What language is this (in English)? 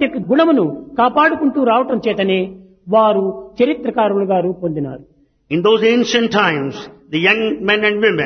Telugu